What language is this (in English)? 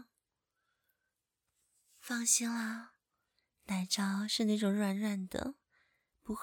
Chinese